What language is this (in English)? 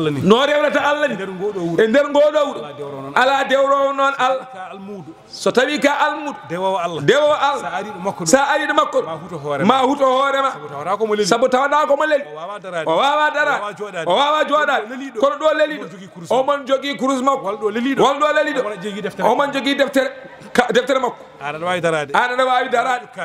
Fula